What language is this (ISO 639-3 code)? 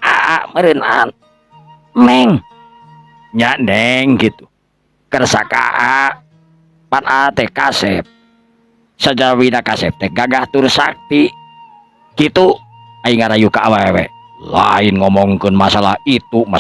sun